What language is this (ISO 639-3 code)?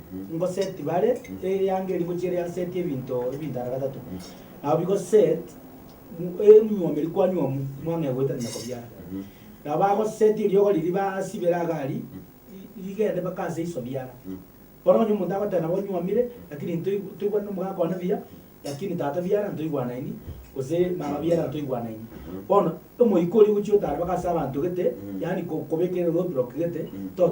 guz